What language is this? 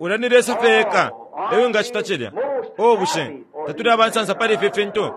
Bemba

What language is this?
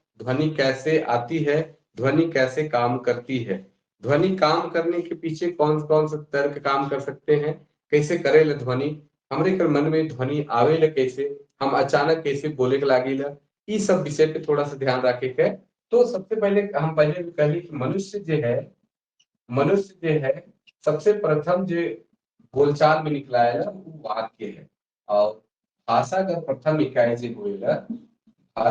Sadri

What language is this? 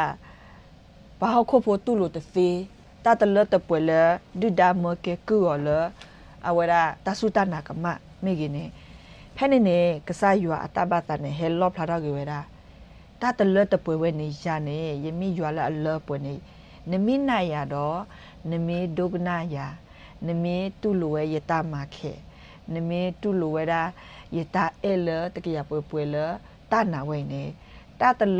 S'gaw Karen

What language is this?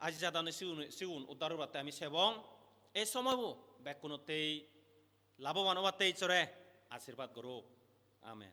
Chakma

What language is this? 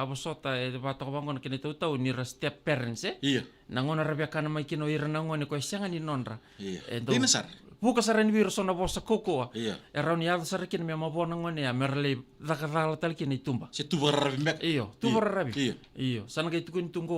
Fijian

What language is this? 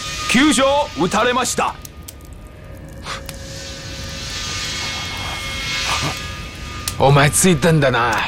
Japanese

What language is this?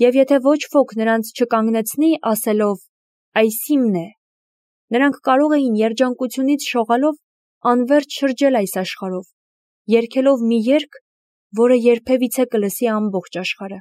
Armenian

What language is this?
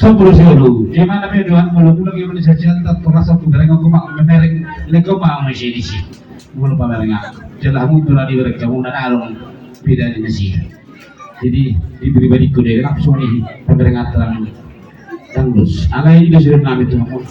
Batak Toba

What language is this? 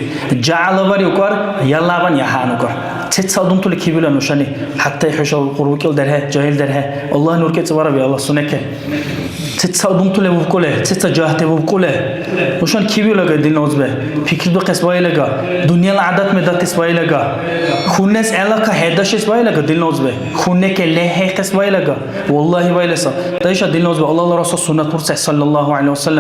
Dargwa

